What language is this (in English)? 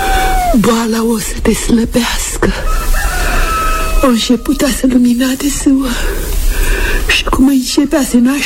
Romanian